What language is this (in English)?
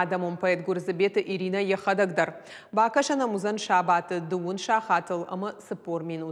Ossetic